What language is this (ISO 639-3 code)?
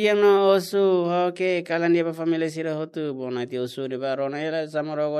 tet